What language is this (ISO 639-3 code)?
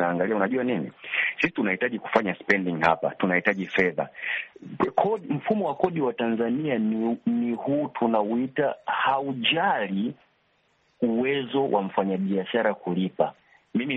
swa